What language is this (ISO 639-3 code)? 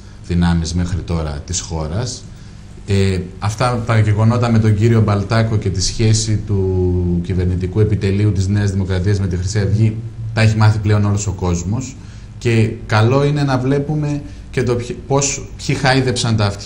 ell